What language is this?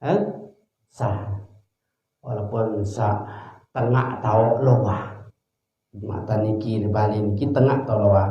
Sasak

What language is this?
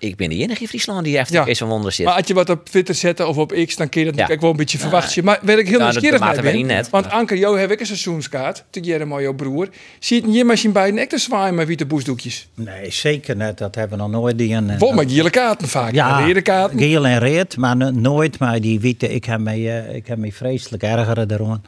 Western Frisian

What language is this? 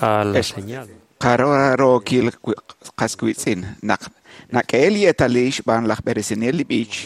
Kekchí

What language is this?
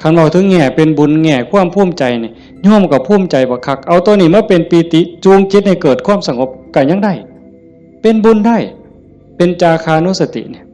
Northeastern Thai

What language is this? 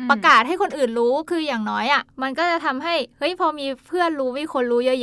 Thai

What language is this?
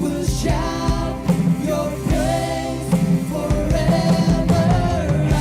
Tangkhul Naga (India)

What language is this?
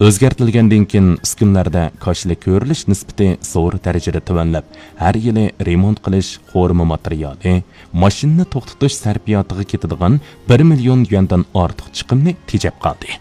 Uyghur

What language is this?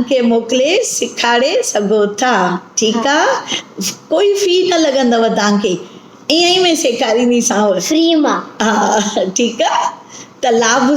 Sindhi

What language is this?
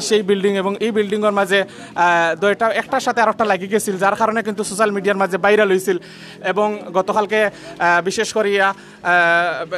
Sylheti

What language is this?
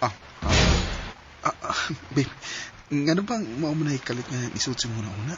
Cebuano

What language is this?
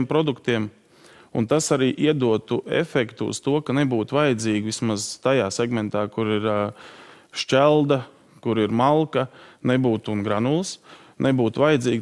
Latvian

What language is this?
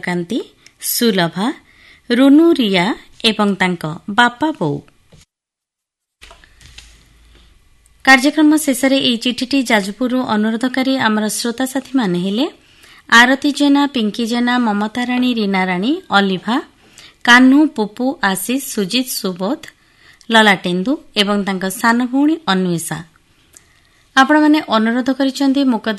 Odia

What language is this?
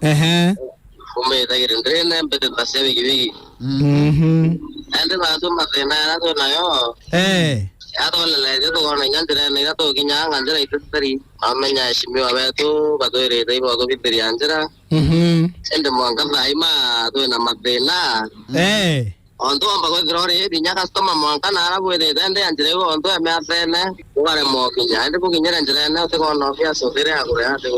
Meru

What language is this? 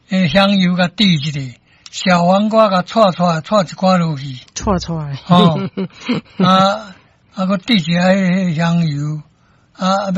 Min Nan Chinese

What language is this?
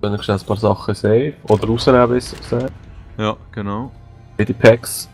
Swiss German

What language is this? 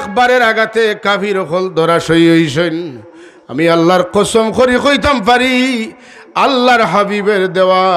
Sylheti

